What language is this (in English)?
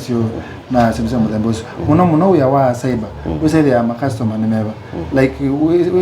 Kamba